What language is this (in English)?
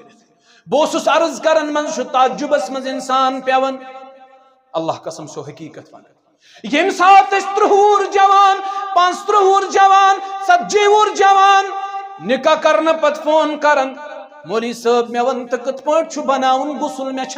Kashmiri